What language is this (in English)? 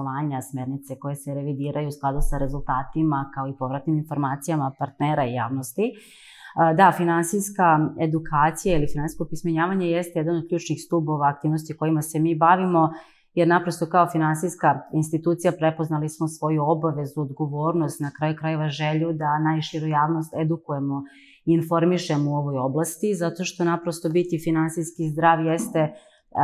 Serbian